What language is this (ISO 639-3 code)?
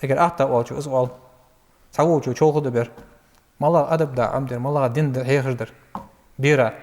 inh